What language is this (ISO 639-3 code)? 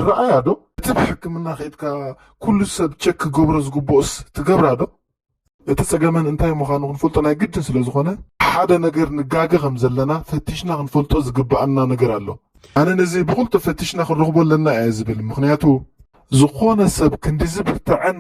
tir